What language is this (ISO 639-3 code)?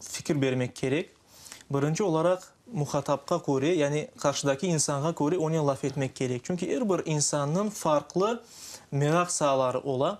crh